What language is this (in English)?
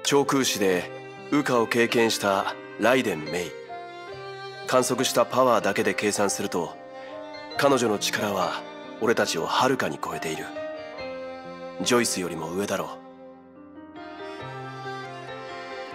Japanese